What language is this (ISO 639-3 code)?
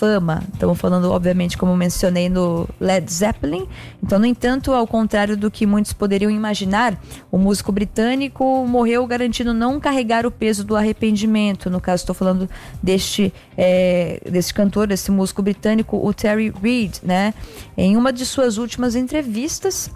por